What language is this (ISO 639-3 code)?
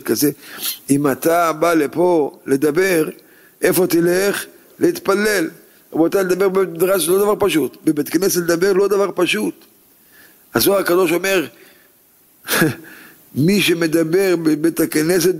heb